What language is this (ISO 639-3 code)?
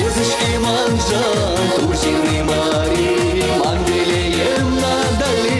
chv